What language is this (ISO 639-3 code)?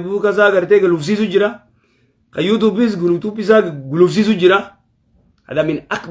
orm